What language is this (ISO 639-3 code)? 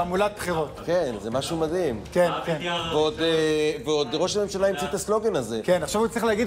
heb